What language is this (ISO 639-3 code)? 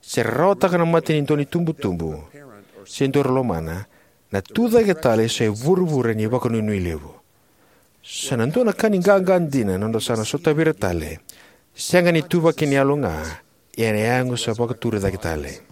fij